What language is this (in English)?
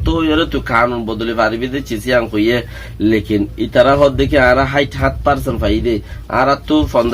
Rohingya